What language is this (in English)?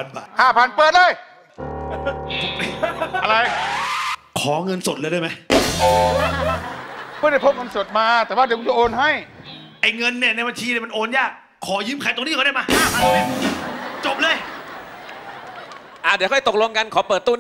Thai